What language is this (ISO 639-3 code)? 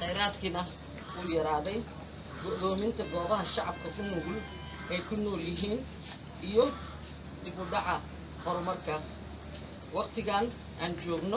som